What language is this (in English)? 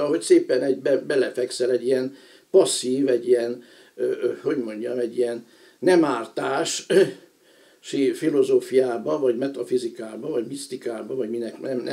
Hungarian